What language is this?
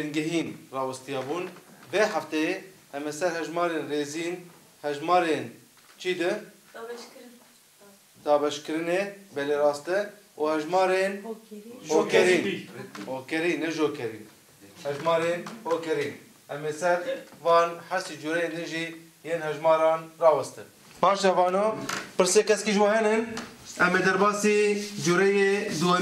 Kurdish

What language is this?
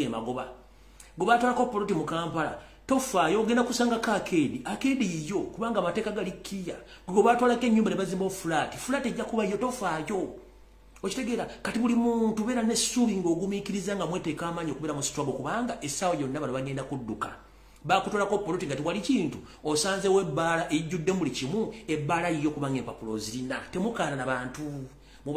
Ganda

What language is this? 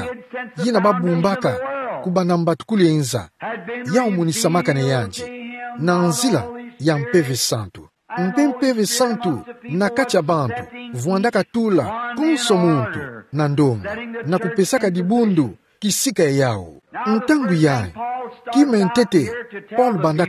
Kituba (Democratic Republic of Congo)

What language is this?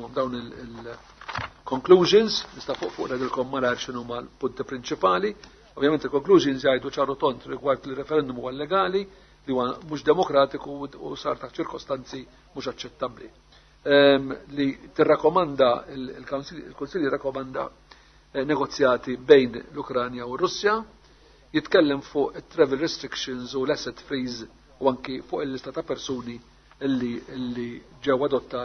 Maltese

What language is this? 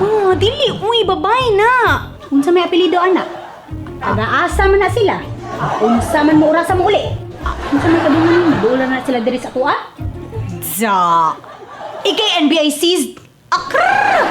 Cebuano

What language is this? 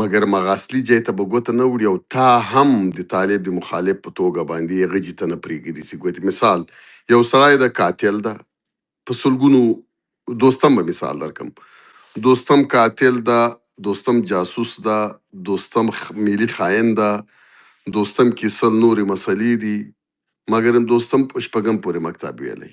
Pashto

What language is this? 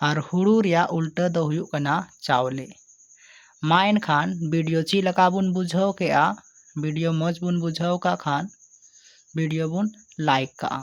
Santali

